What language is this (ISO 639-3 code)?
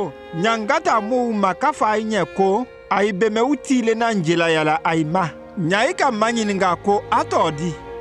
mku